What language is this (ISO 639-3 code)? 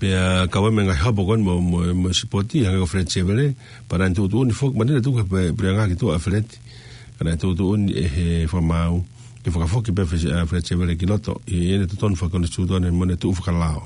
ton